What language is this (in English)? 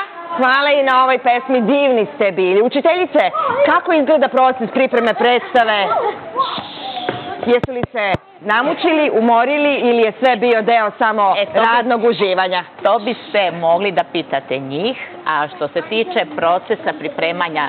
Serbian